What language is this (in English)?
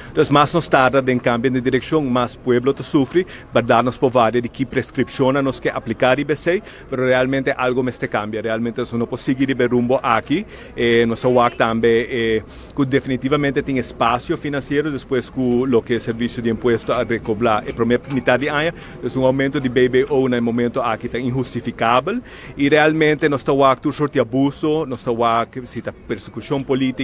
Papiamento